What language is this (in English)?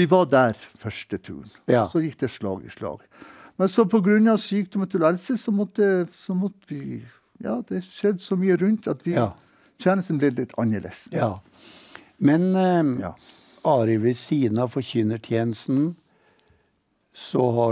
Norwegian